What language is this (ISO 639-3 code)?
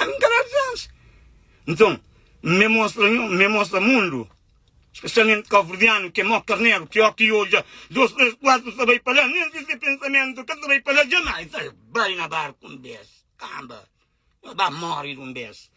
kea